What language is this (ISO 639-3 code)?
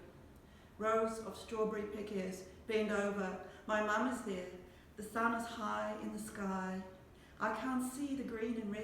mri